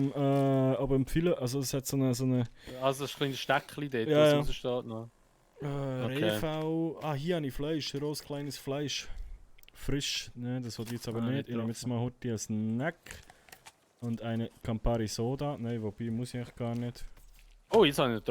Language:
Swiss German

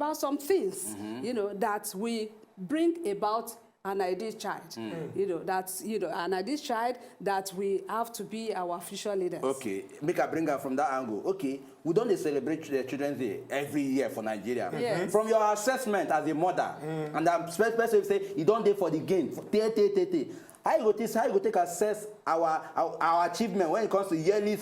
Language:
Nigerian Pidgin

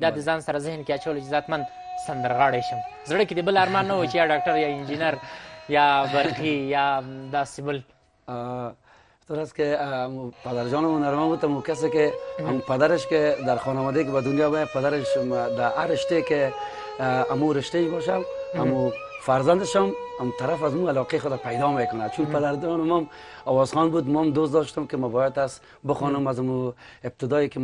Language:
Persian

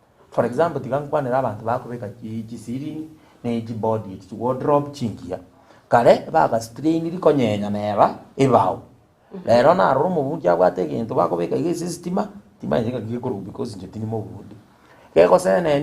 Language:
Gusii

